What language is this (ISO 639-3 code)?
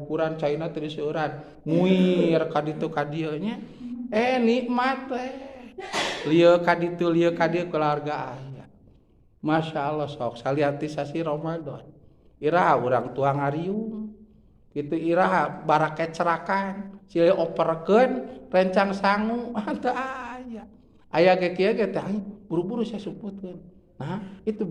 sun